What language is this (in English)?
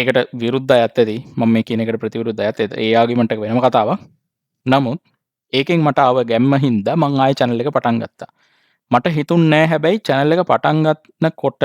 Sinhala